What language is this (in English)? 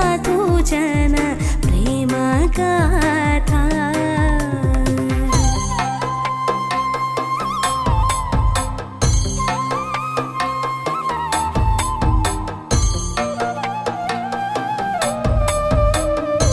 Telugu